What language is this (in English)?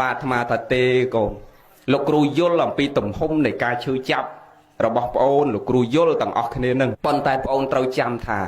Khmer